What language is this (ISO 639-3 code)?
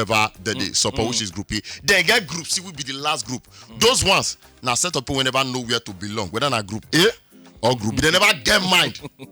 pcm